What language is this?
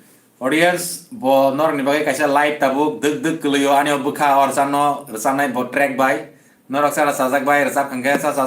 Kok Borok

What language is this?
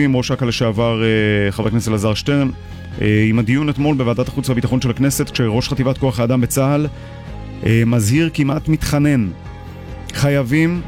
Hebrew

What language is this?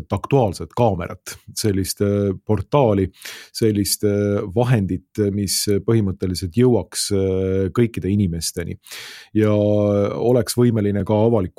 Estonian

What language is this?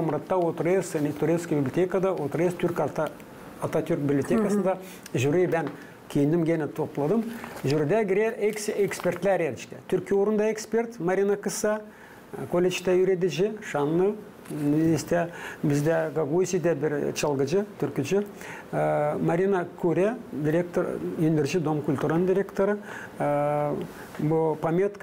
Gagauz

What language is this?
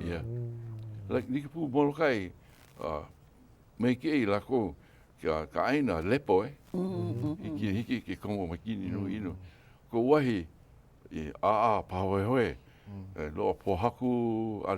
Hawaiian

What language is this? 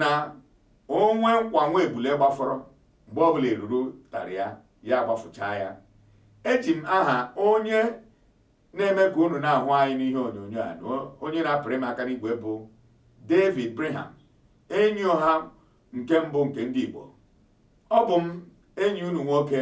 Igbo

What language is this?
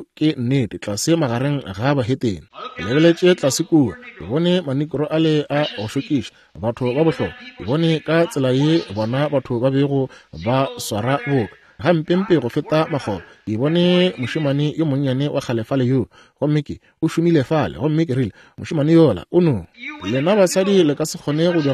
Northern Sotho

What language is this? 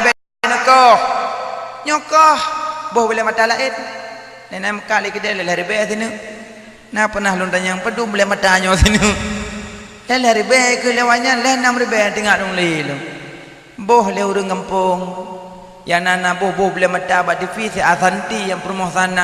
Achinese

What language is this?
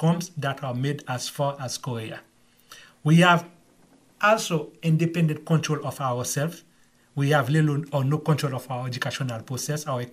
Haitian Creole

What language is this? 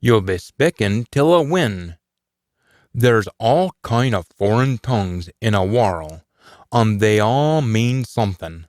Scots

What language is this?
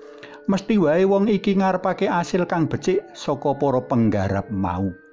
Javanese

